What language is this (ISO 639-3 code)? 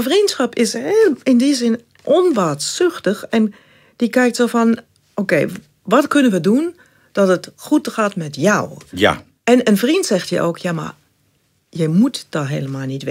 nld